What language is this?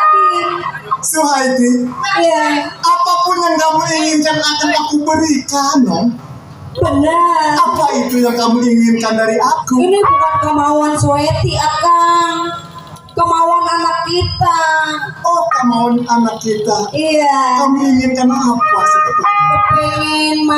Betawi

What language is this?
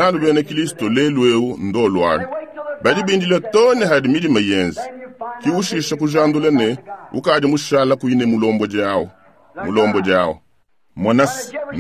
Luba-Lulua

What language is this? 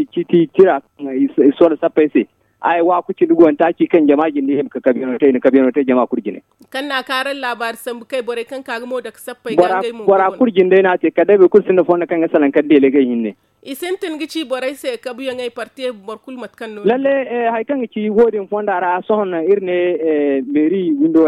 Zarma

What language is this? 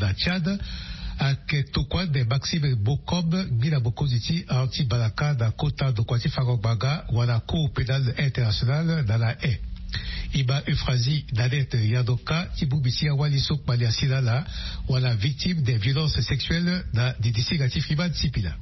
Sango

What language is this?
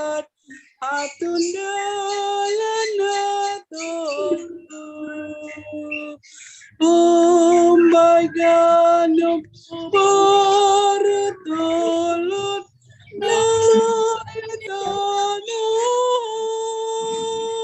Batak Simalungun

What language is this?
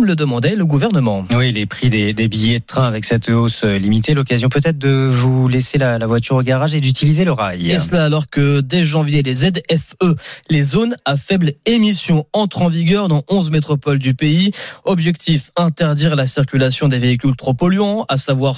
French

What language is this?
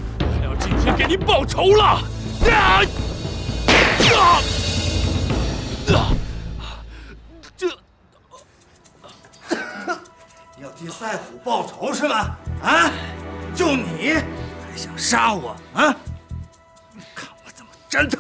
Chinese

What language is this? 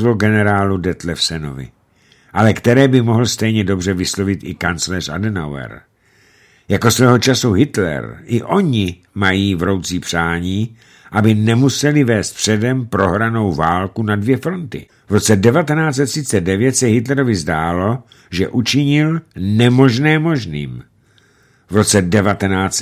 Czech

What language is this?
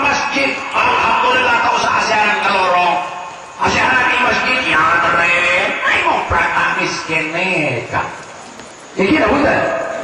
Madurese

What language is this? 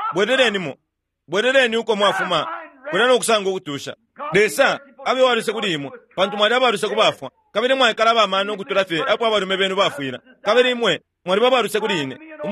Bemba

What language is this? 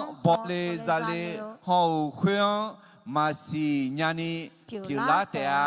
Akha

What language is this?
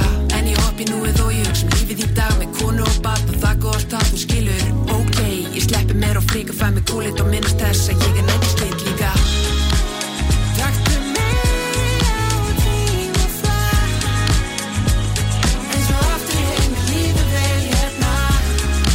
Icelandic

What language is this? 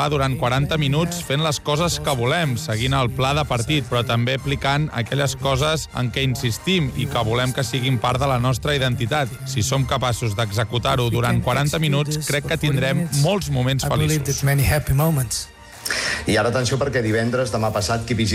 Catalan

